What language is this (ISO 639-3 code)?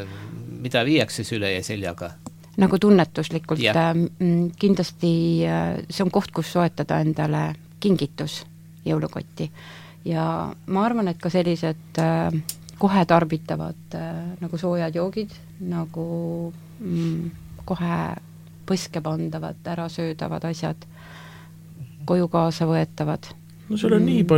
est